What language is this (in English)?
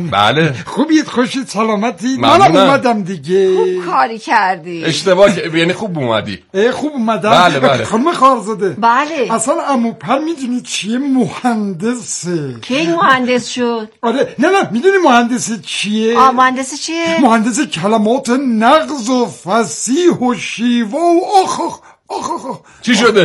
Persian